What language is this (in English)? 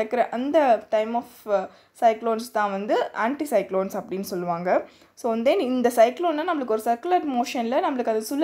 Tamil